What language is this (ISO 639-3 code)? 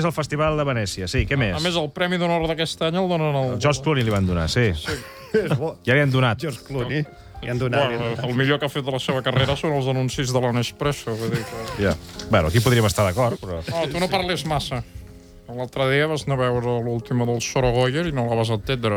cat